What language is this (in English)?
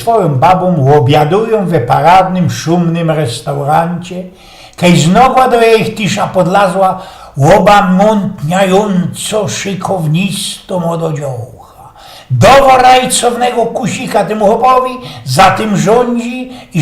Silesian